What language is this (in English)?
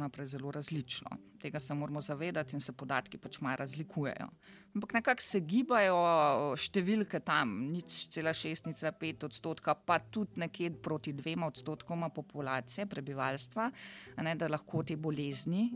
Slovenian